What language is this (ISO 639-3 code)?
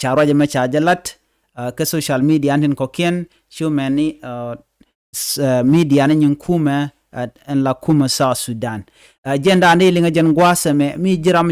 nus